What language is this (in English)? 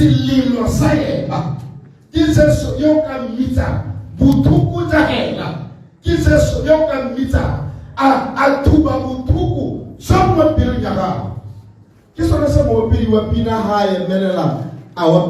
Tswana